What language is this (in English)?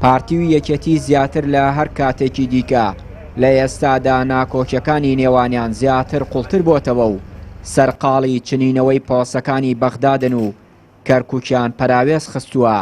Central Kurdish